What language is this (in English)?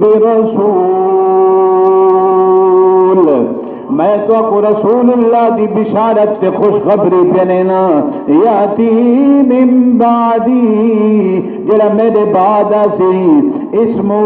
Saraiki